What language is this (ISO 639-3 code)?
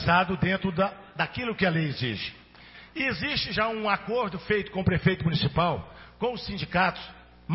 por